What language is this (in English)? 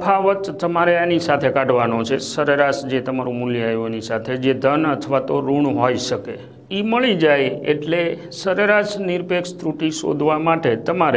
Gujarati